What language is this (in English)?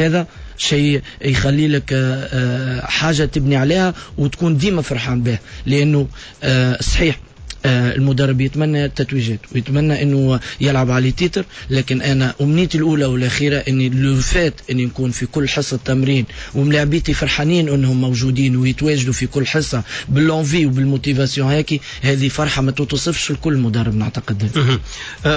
Tunisian Arabic